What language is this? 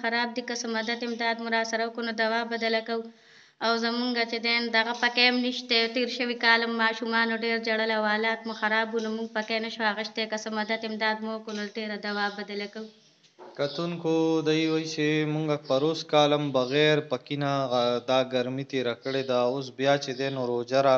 Pashto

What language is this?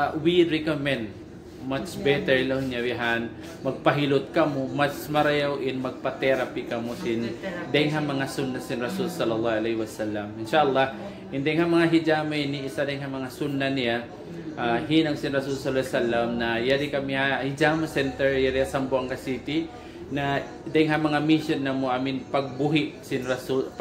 Tausug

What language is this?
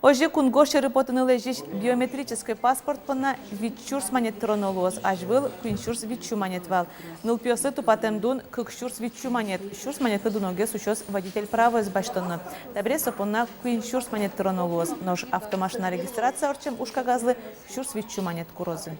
Udmurt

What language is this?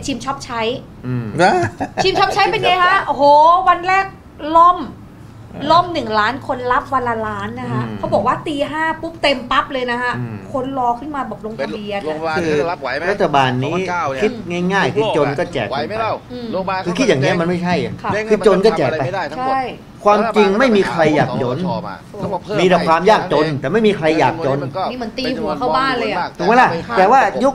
Thai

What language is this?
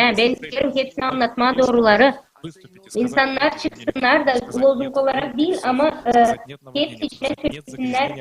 Gagauz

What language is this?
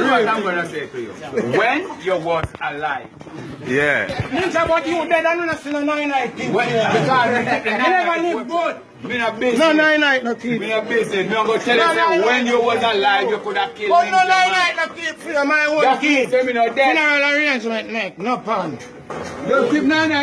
Jamaican Creole English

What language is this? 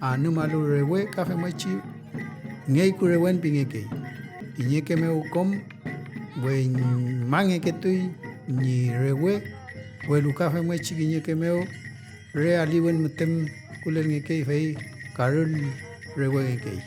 Mapuche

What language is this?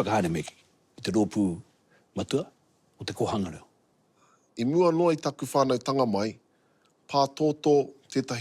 Māori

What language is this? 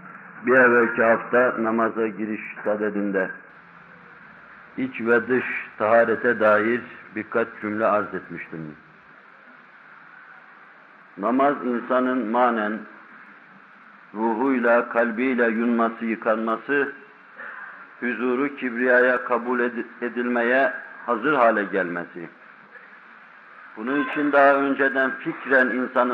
Turkish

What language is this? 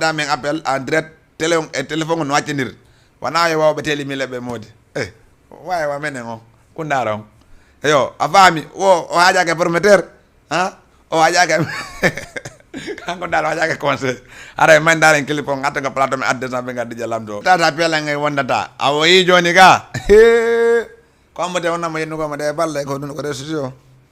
Fula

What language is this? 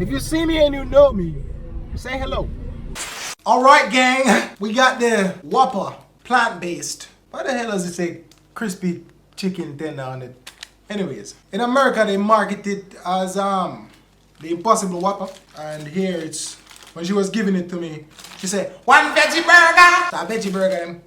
Jamaican Creole English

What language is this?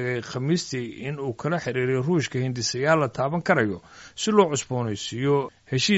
Somali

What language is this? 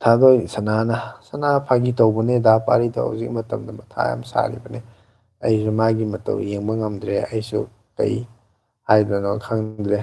Manipuri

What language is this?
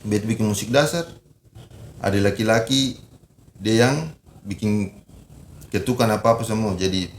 Ambonese Malay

